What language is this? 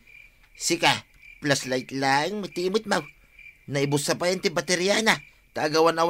Iloko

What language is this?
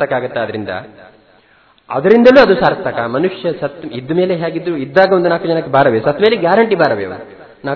Kannada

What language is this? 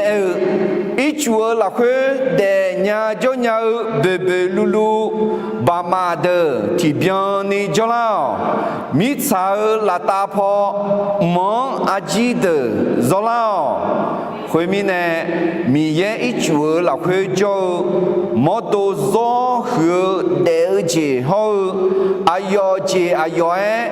Akha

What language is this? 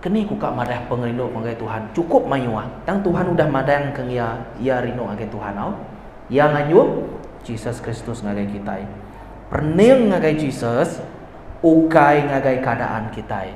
Iban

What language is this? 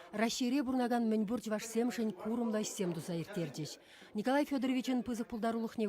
Chuvash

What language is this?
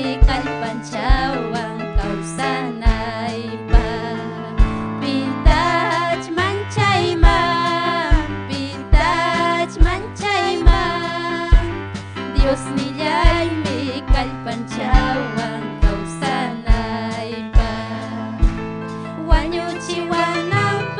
Ayacucho Quechua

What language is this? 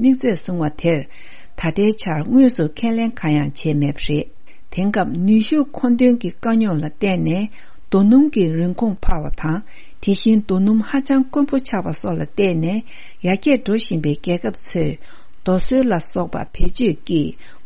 Tibetan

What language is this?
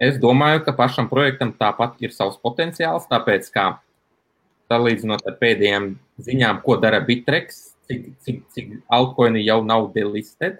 Latvian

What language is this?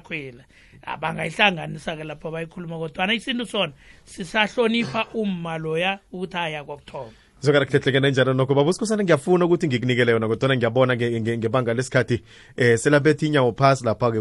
South Ndebele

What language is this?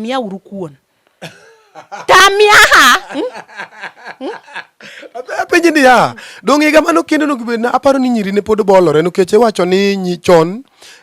Luo (Kenya and Tanzania)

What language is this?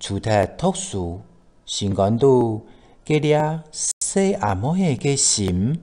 Hakka Chinese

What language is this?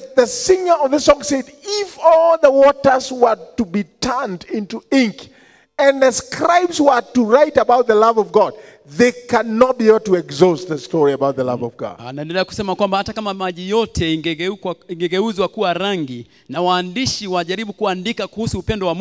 Swahili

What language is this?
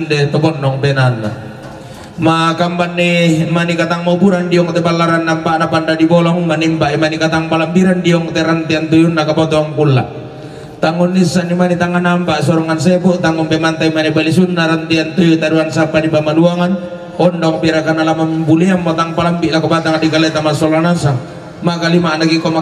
Toraja-Sa'dan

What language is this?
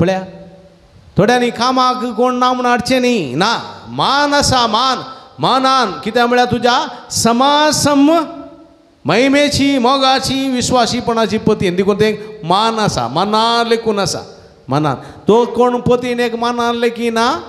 Konkani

